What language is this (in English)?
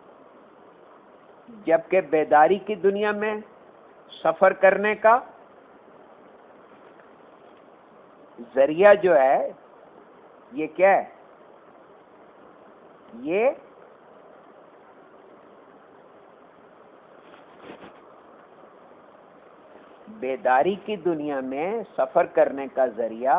Urdu